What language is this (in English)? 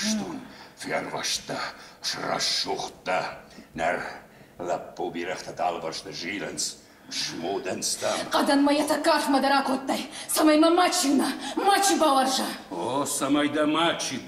Ossetic